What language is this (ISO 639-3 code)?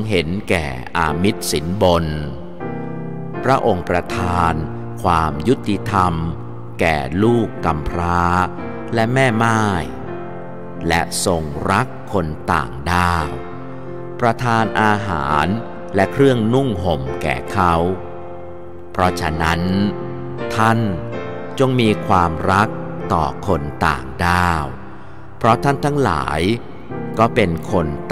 tha